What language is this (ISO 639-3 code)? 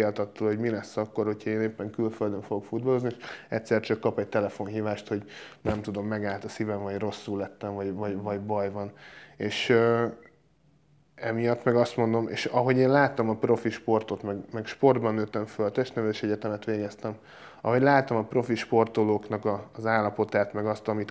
hun